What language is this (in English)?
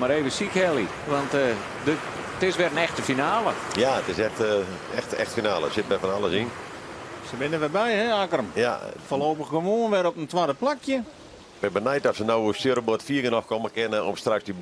Western Frisian